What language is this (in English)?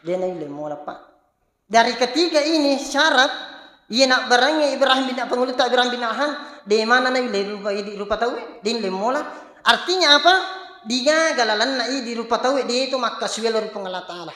Buginese